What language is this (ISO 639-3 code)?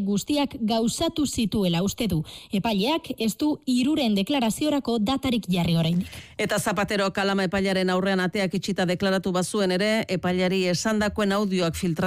eus